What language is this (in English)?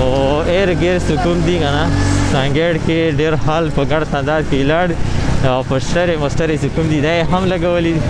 Pashto